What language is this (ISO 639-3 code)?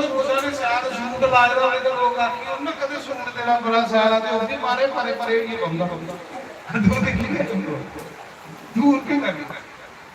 doi